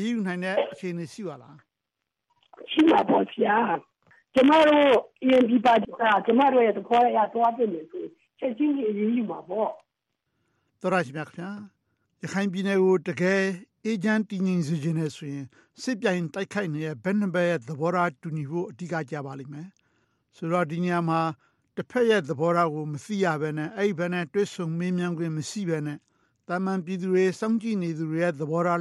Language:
Burmese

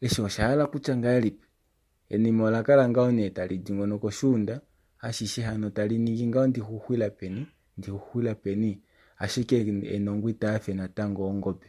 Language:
Kuanyama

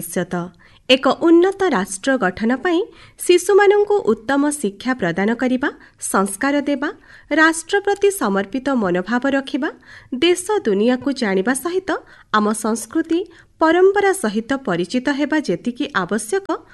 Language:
Odia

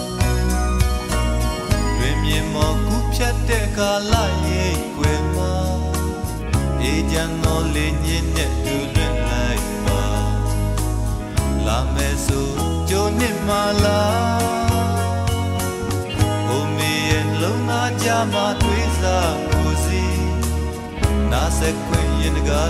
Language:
Burmese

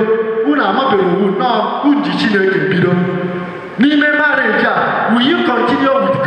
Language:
Igbo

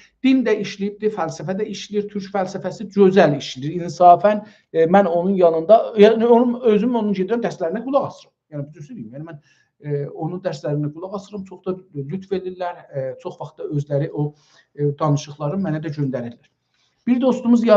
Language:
South Azerbaijani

